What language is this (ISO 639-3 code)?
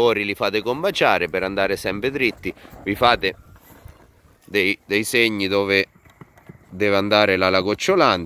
ita